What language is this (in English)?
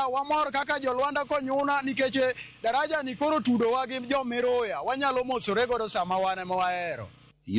Luo (Kenya and Tanzania)